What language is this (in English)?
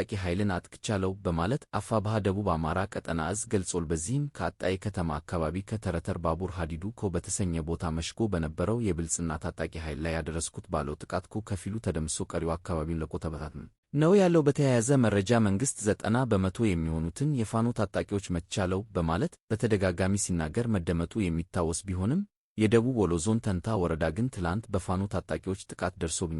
Amharic